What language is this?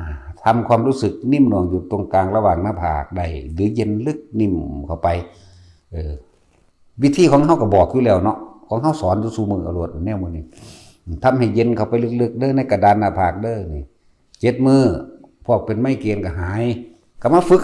Northeastern Thai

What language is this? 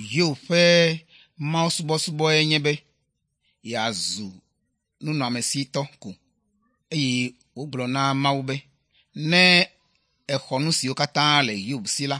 Ewe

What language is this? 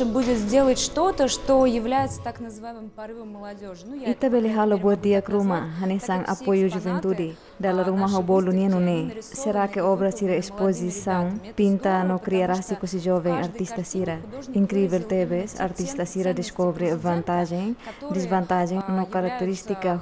Tetum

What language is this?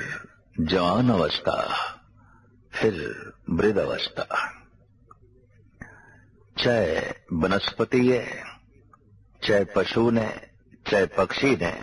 Punjabi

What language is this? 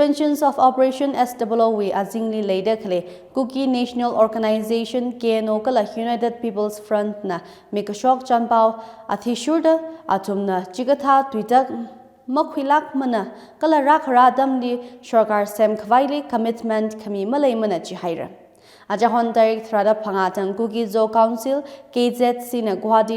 Tangkhul Naga (India)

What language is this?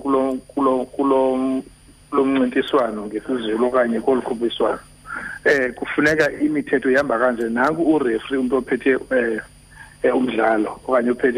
Xhosa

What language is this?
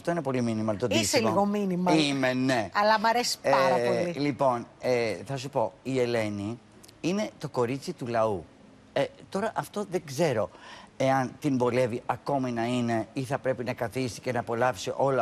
Greek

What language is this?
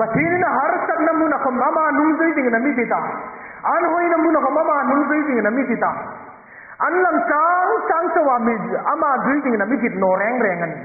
Hmar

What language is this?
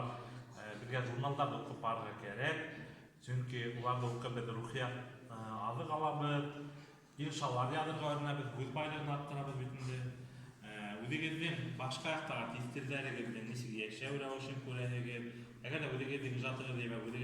Bashkir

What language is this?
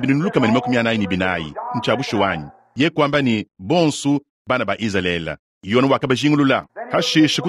Luba-Lulua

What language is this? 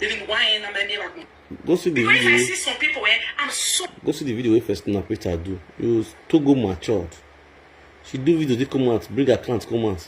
Nigerian Pidgin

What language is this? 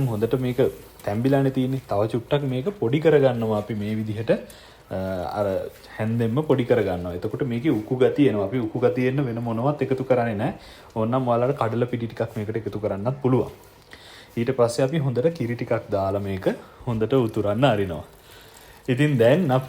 Sinhala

